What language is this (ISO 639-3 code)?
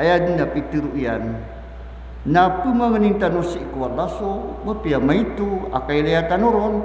mrw